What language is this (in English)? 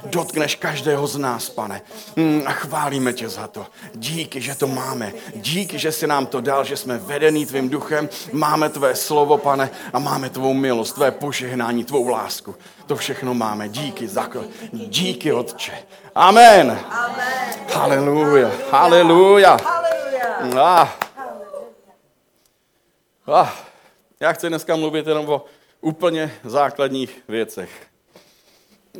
Czech